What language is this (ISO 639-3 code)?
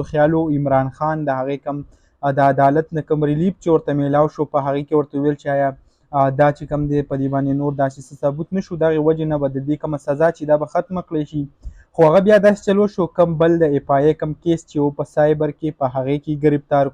pus